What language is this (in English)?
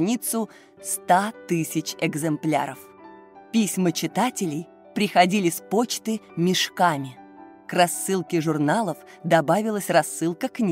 Russian